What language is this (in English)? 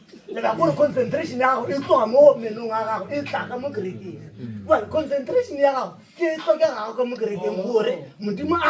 Northern Sotho